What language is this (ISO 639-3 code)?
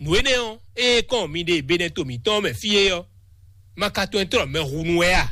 fon